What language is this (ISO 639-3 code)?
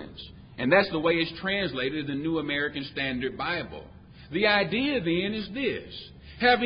eng